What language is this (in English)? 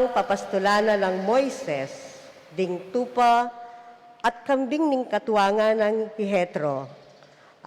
Pampanga